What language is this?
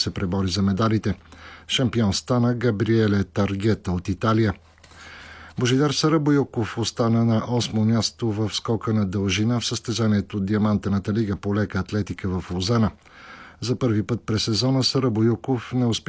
Bulgarian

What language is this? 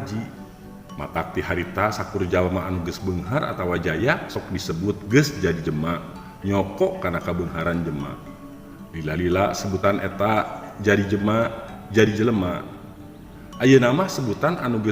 Sundanese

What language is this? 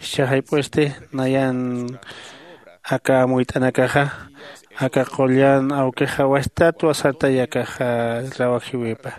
Aymara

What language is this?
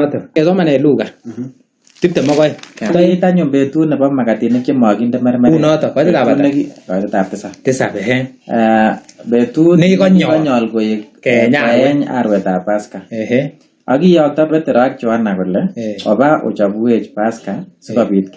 Kalenjin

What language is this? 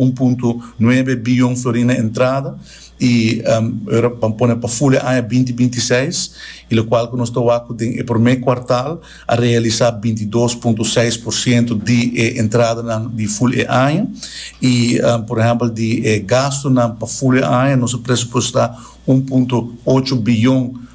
Papiamento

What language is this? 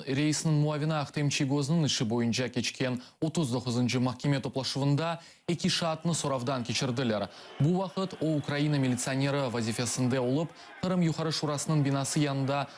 Crimean Tatar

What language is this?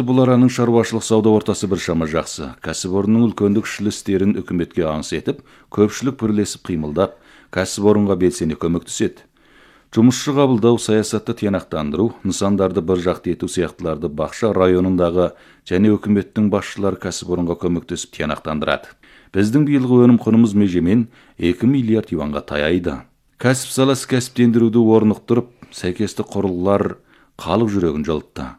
Kazakh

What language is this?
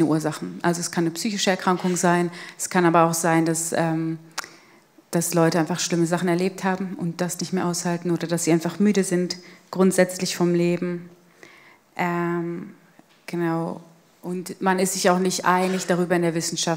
Swiss German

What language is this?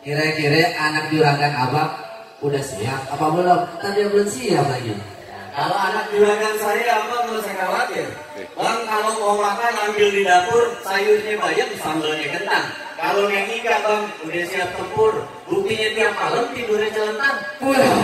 Betawi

